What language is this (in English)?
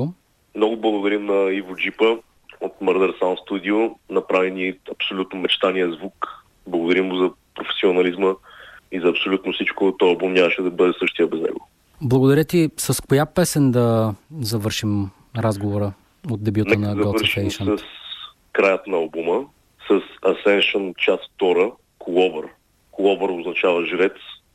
Bulgarian